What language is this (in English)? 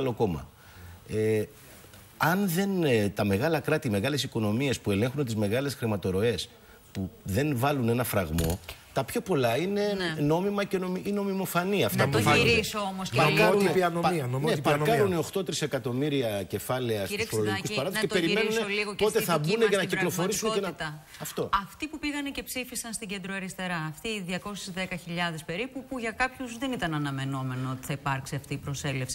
Greek